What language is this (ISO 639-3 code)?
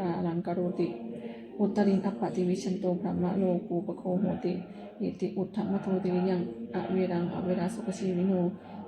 pli